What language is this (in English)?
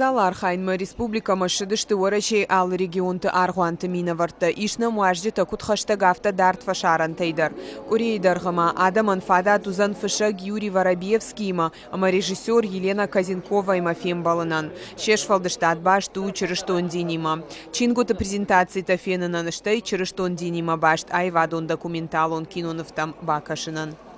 Ossetic